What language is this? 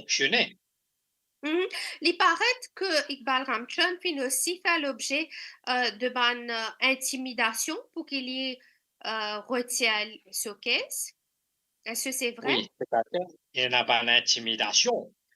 Morisyen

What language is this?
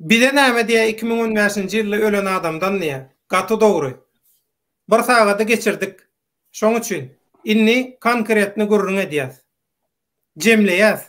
Turkmen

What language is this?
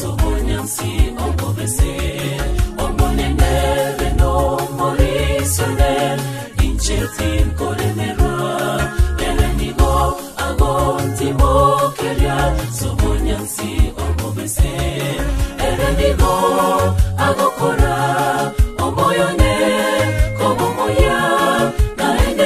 Swahili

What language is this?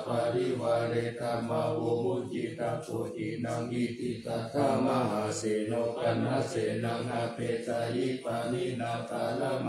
Pali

